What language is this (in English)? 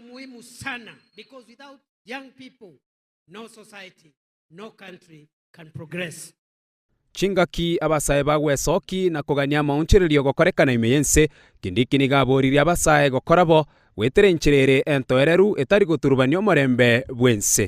Gusii